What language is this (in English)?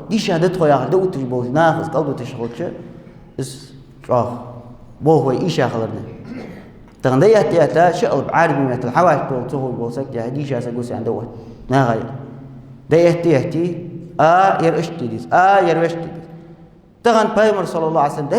Ingush